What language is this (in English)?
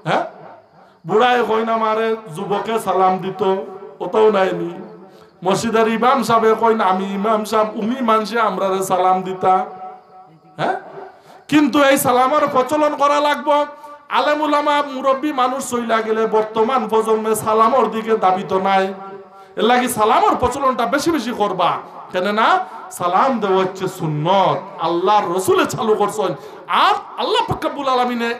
Sylheti